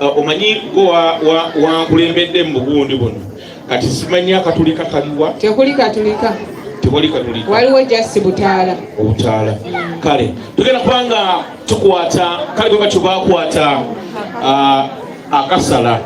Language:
Ganda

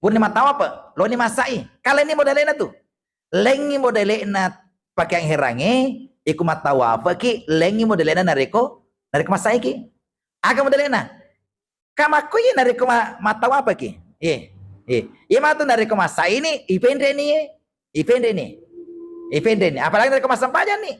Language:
Buginese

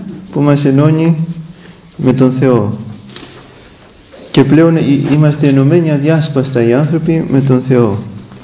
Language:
Greek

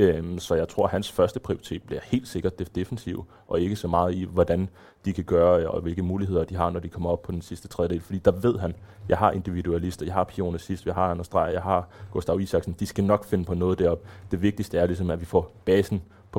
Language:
Danish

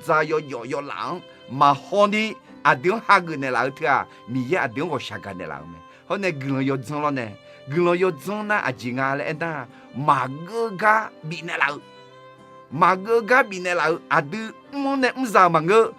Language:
Akha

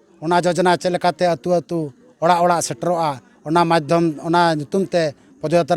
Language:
Santali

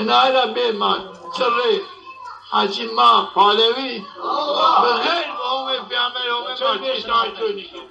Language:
Zaza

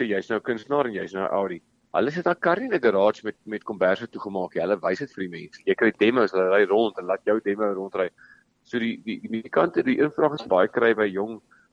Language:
Afrikaans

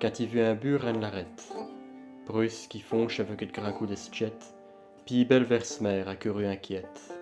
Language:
Picard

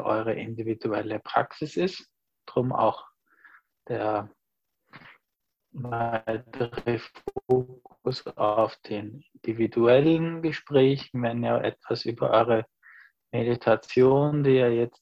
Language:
German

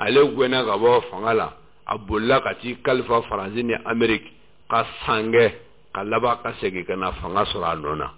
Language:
Bambara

